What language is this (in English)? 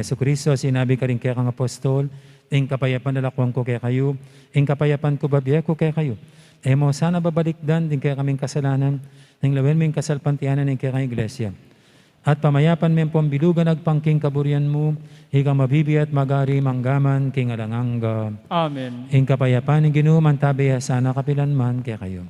Pampanga